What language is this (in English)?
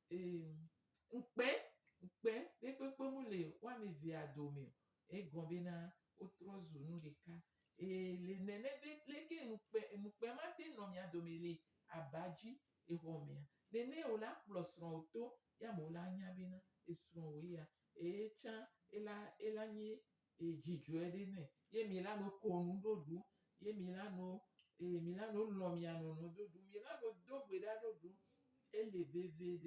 Gen